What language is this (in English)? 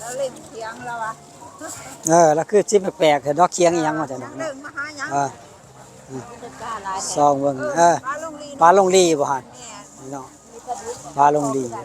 Northeastern Thai